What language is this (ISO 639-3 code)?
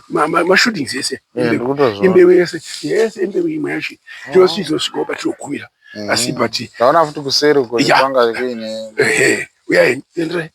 sna